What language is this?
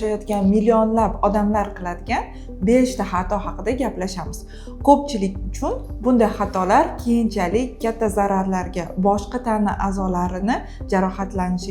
Uzbek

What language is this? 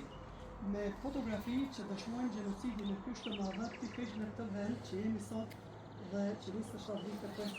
Albanian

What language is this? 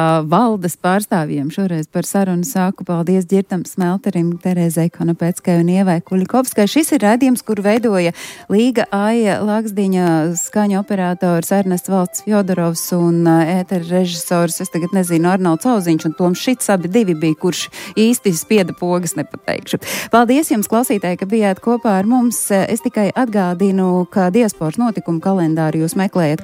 Latvian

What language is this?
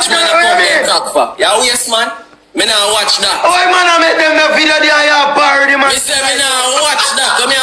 Jamaican Creole English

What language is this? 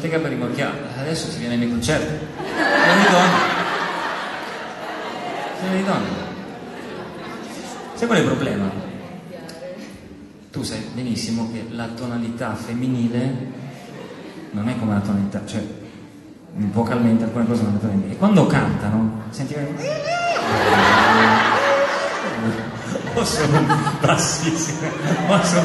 Italian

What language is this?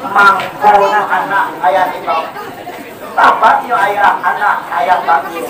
Minangkabau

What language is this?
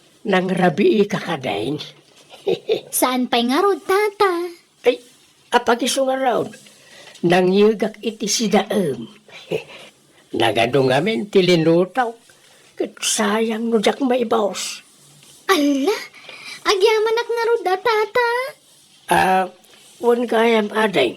Iloko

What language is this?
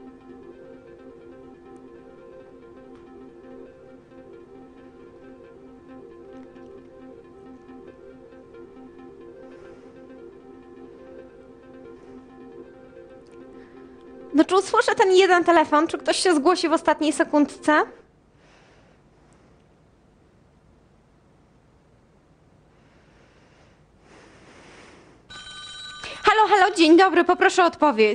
Polish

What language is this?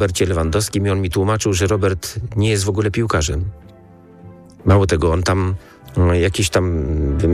Polish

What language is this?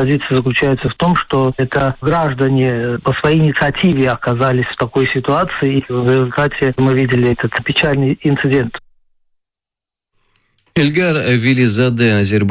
Russian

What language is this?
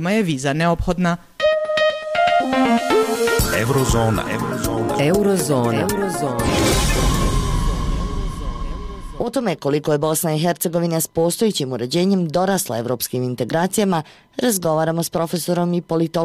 Bosnian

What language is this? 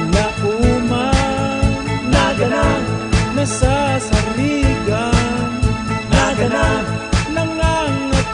Bikol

